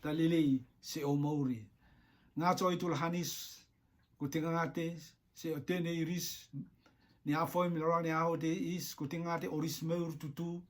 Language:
Rotuman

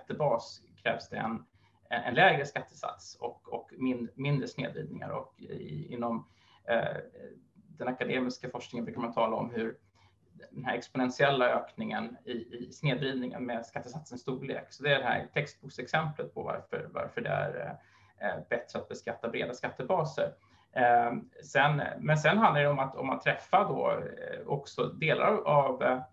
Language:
Swedish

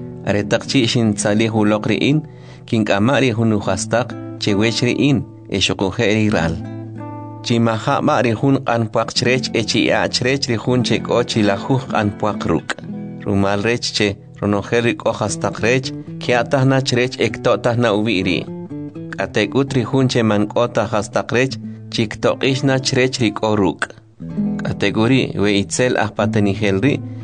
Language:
Kʼicheʼ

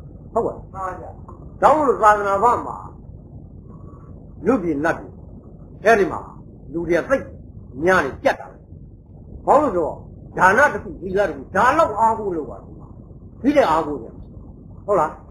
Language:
Burmese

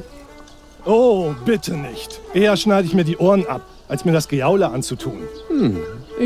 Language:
Bavarian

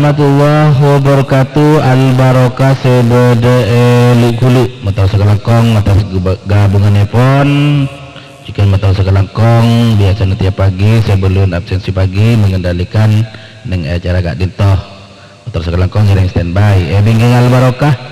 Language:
Madurese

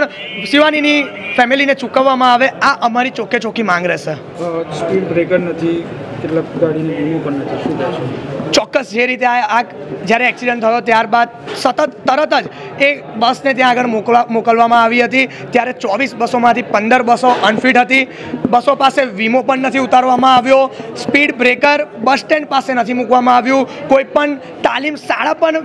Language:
Gujarati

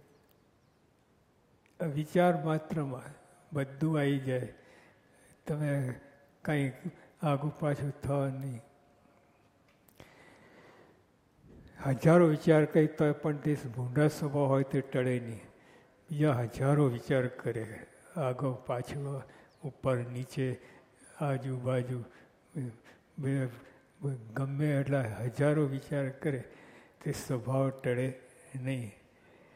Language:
Gujarati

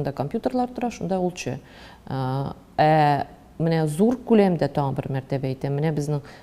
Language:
Tatar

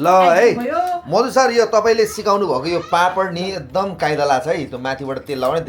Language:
Nepali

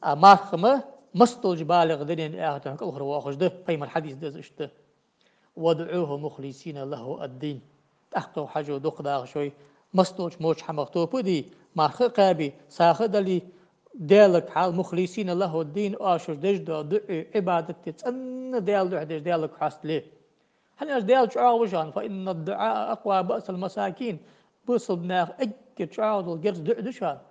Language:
Ingush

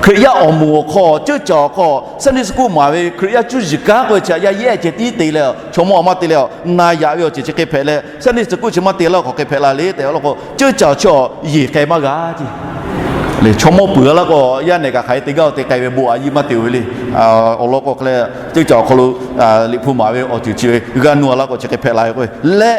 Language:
Lahu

